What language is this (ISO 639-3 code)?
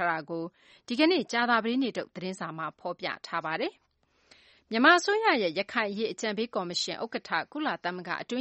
mya